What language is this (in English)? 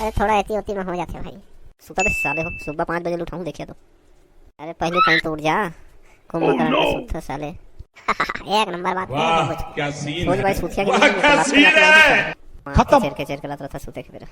Chhattisgarhi